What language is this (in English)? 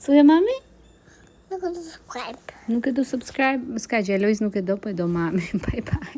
Albanian